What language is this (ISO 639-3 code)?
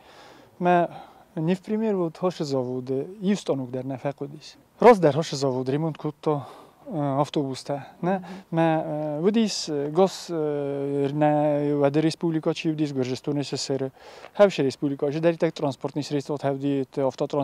oss